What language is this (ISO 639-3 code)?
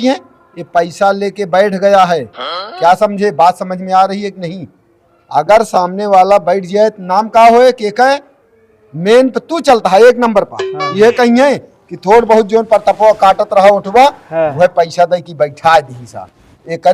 awa